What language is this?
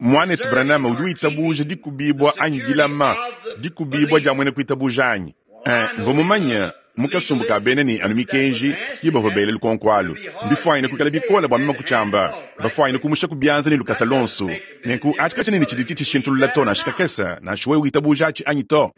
Luba-Lulua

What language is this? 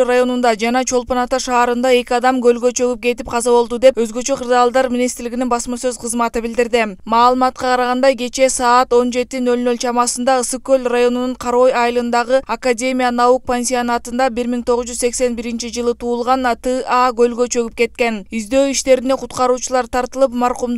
Kyrgyz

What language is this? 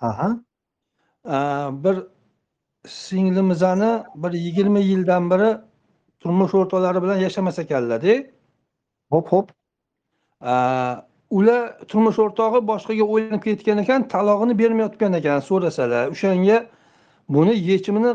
Uzbek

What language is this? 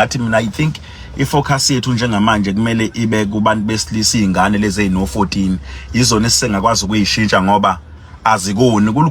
Zulu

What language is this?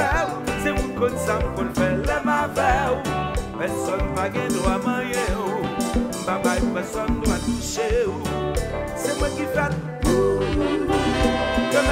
French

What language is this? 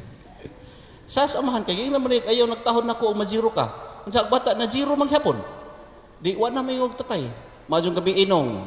Cebuano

